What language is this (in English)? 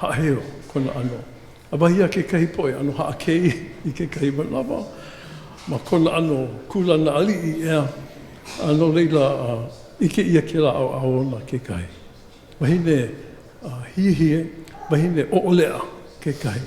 Hawaiian